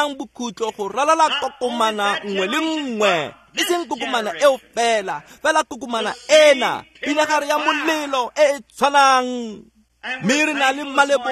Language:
Tswana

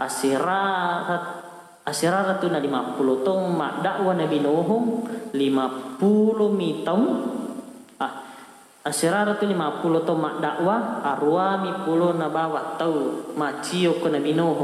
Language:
Buginese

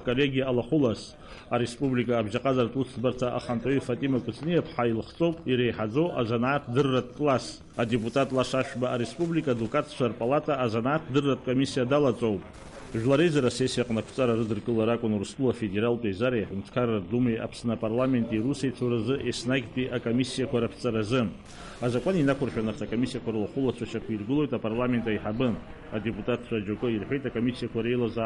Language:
Abkhazian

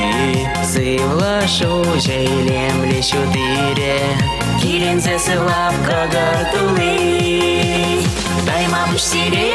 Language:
Chuvash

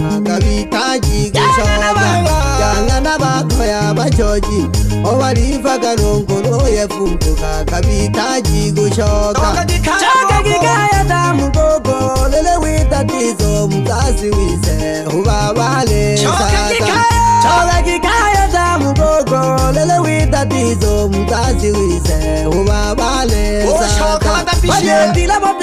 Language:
Swahili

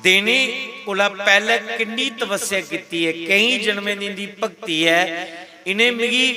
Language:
Dogri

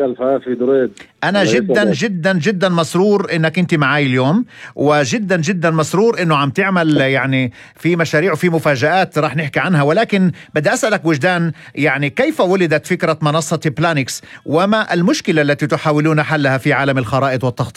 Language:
North Levantine Arabic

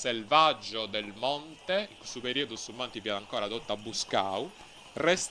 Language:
Sardinian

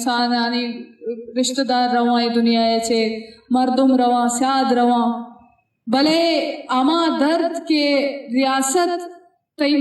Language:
Eastern Balochi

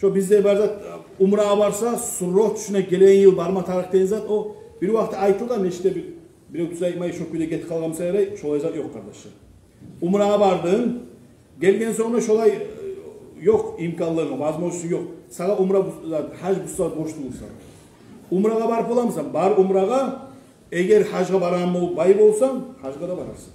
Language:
Kumyk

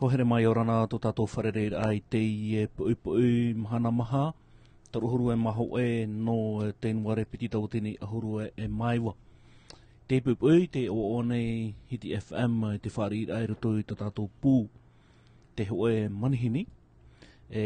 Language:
Tahitian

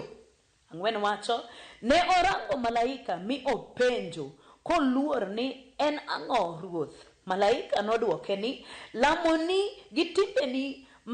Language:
Luo (Kenya and Tanzania)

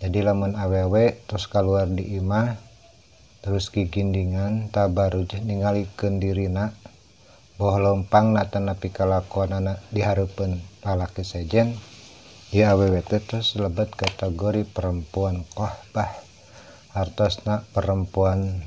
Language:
Sundanese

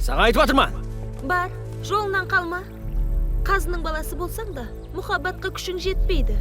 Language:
Kara-Kalpak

